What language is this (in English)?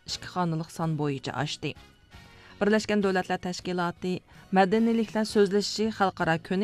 Uyghur